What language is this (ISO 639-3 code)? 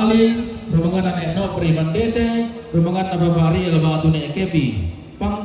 sda